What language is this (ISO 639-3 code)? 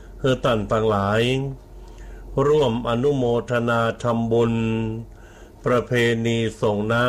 tha